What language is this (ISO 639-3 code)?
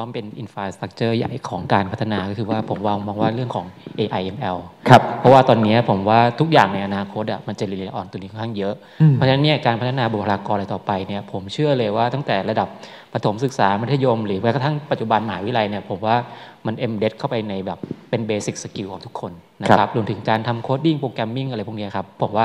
tha